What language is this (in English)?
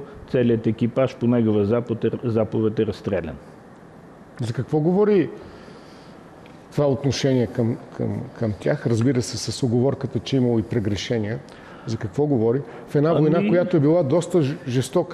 Bulgarian